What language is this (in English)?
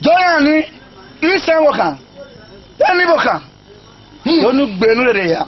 Esan